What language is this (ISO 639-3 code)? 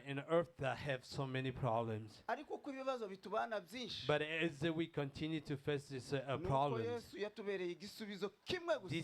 kin